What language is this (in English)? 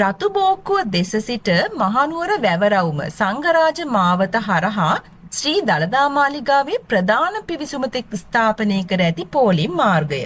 Sinhala